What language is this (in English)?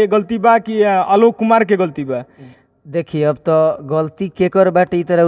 Bhojpuri